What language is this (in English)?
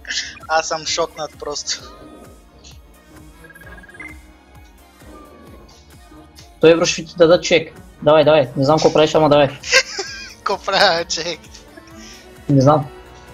Bulgarian